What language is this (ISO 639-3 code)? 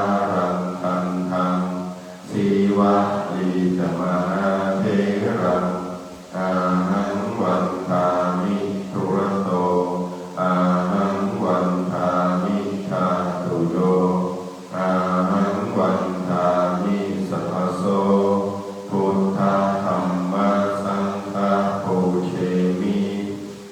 pli